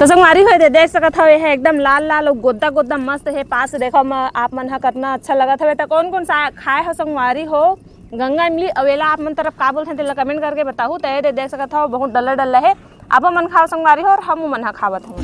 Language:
Chhattisgarhi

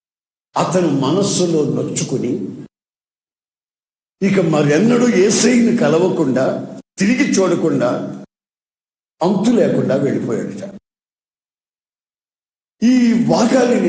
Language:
Telugu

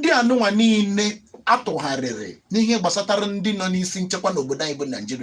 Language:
Igbo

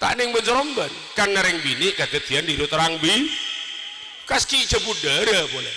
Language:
Madurese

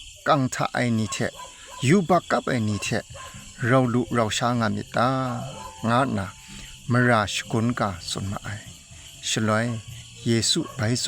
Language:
Kachin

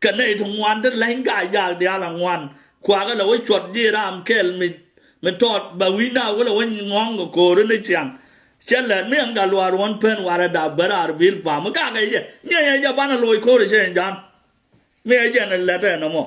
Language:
Nuer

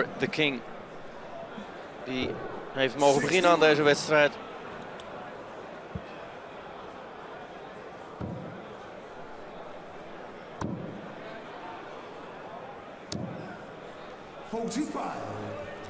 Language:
Dutch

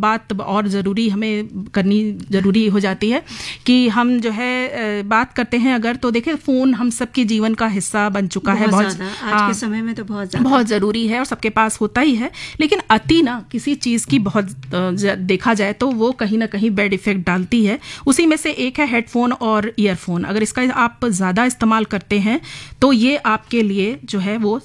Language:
Hindi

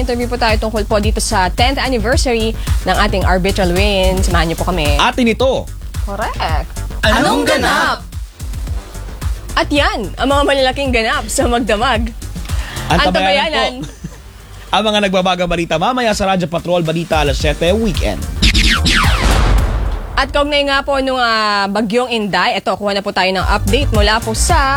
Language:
Filipino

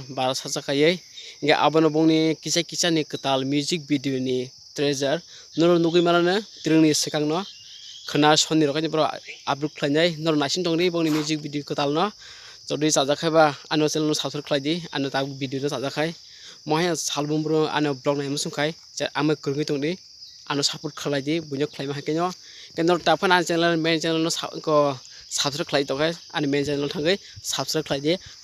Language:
Kok Borok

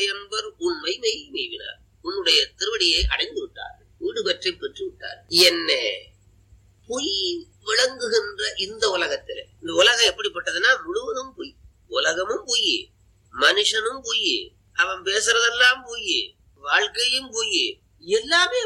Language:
Tamil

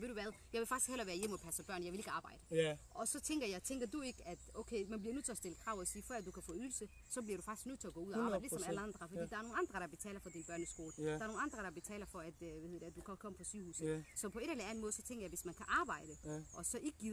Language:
Danish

